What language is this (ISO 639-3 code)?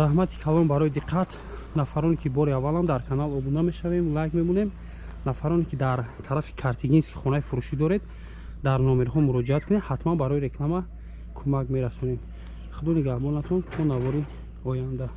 tgk